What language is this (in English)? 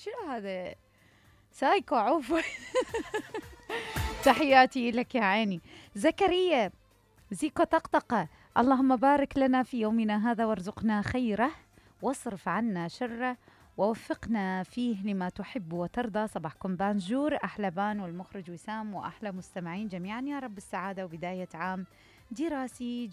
Mesopotamian Arabic